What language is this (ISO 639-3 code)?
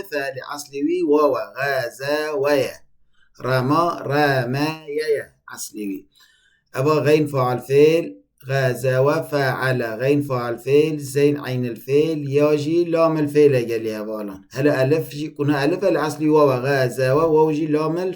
kur